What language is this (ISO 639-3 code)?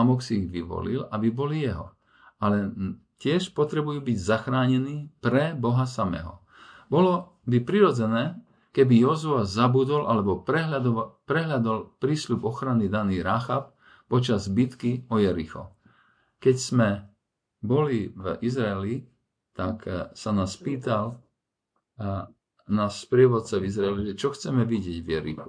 slk